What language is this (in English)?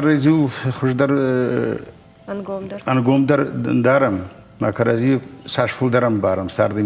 Ossetic